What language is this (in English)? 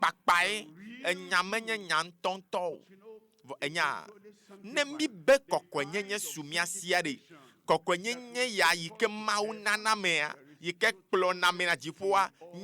Ewe